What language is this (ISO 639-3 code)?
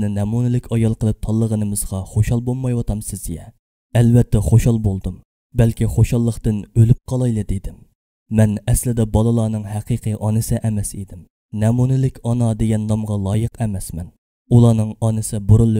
uig